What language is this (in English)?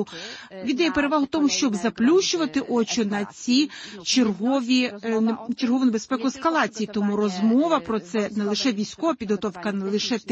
Ukrainian